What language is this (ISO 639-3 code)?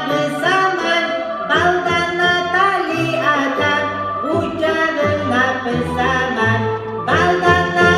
kum